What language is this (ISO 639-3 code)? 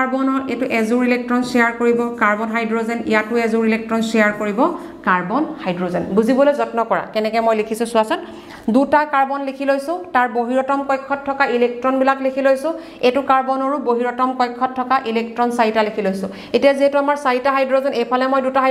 asm